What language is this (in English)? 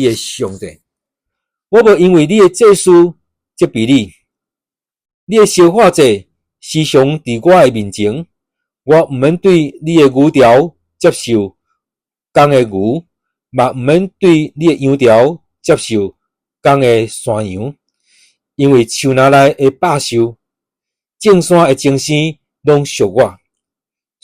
Min Nan Chinese